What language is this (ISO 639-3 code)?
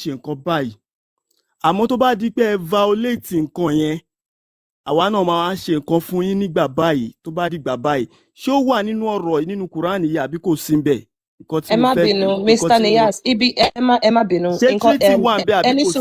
yor